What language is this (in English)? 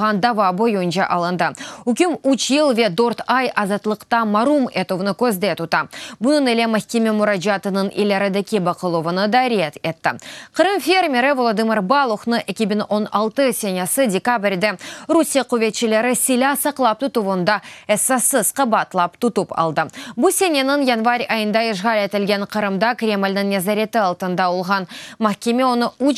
Crimean Tatar